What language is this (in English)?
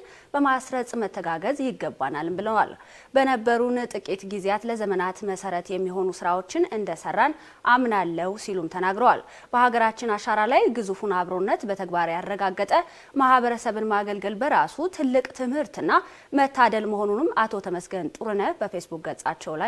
Amharic